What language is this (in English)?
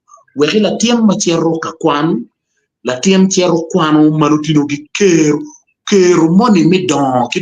Acoli